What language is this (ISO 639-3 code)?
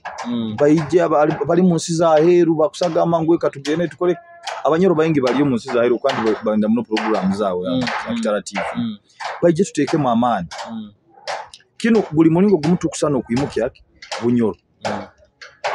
nyo